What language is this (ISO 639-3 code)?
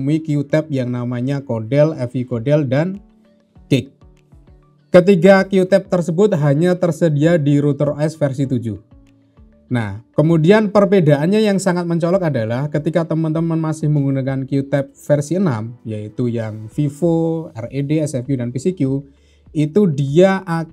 ind